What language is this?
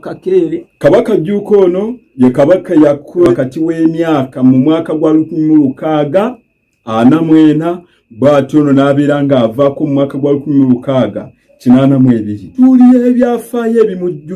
Ganda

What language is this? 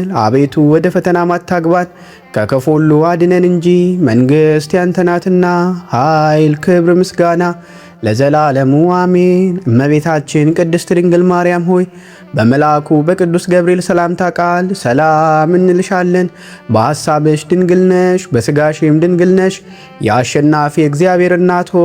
Amharic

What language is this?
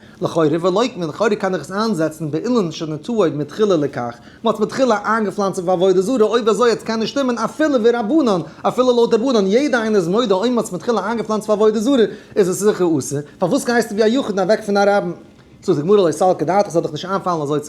Yiddish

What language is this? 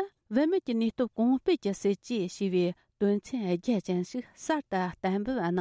Tibetan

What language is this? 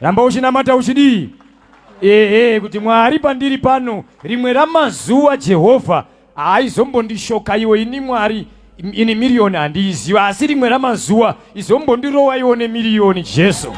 Shona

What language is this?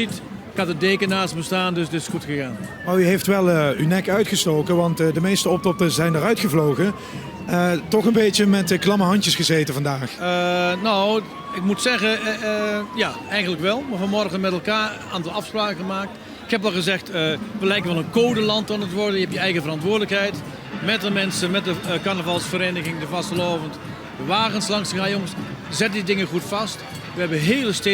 Limburgish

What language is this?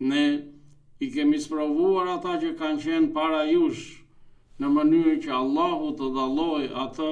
Albanian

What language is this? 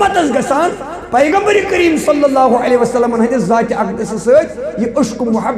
Kashmiri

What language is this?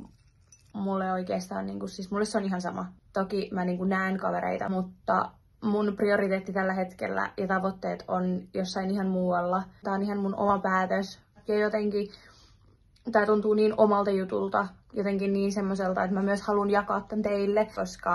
Finnish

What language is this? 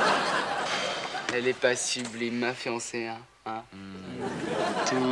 French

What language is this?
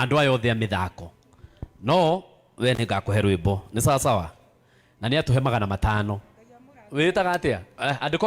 Kikuyu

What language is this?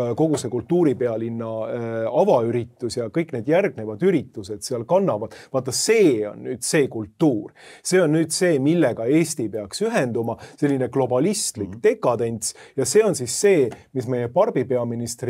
Estonian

